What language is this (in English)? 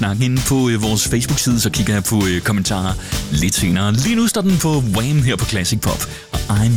Danish